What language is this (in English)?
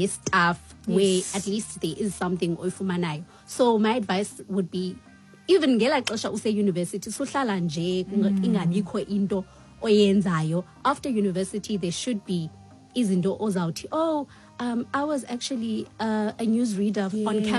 Xhosa